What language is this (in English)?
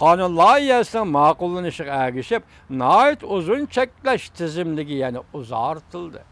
Uyghur